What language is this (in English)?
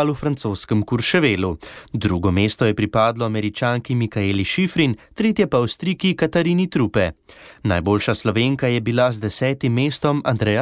Slovenian